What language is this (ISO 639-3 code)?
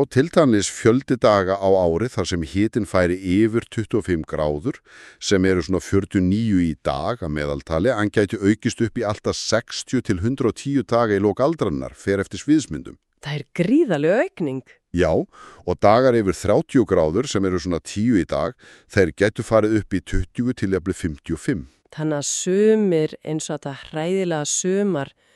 isl